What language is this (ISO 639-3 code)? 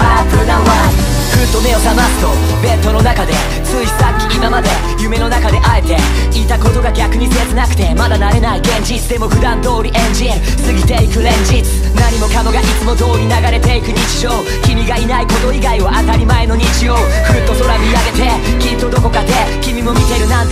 jpn